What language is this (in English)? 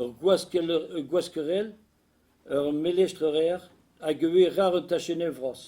Breton